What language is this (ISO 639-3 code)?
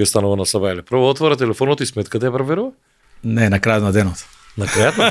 mkd